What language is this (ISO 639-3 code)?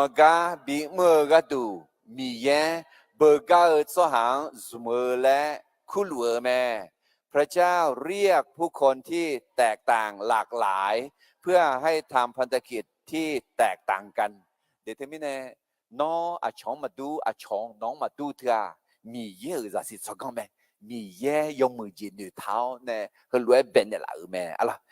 ahk